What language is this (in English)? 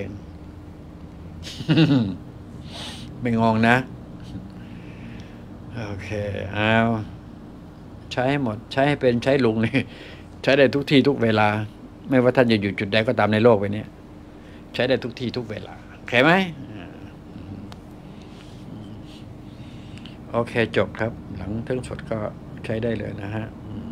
Thai